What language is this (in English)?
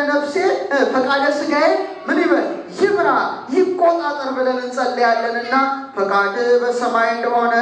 Amharic